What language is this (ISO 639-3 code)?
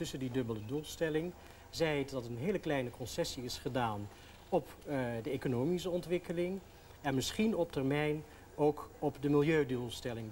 nld